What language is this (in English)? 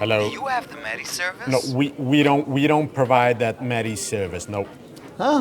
Yiddish